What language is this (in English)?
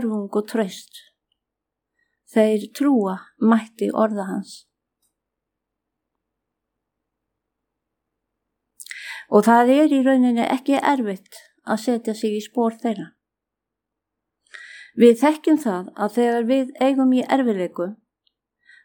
Icelandic